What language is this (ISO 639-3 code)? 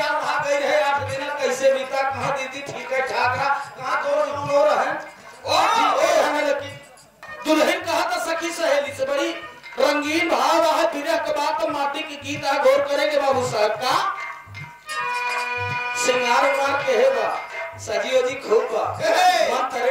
bho